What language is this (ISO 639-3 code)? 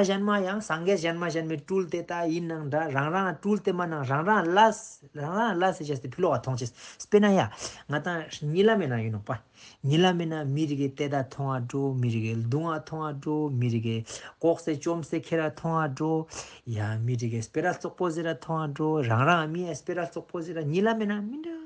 lbj